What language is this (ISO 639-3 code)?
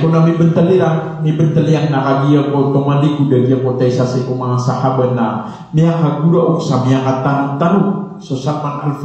mrw